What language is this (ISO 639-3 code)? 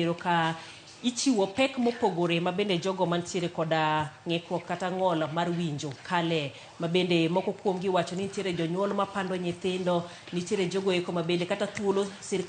luo